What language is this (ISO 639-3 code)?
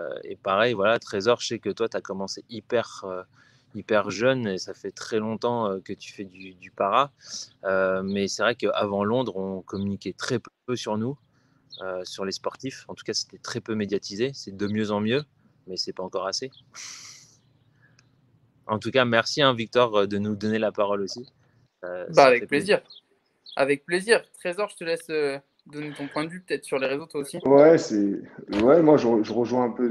fra